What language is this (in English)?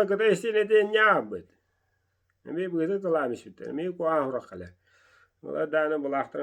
Yakut